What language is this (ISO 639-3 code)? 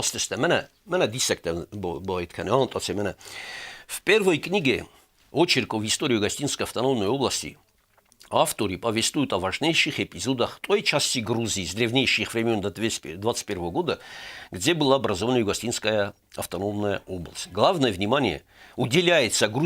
oss